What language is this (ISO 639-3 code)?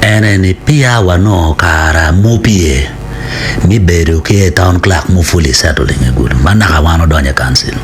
ach